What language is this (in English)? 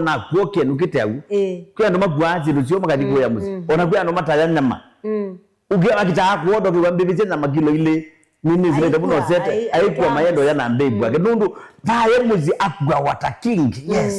Kamba